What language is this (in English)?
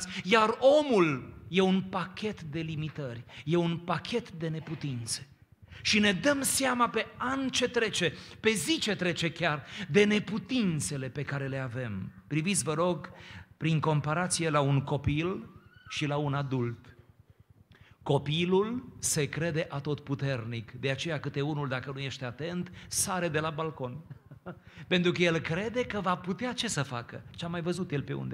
Romanian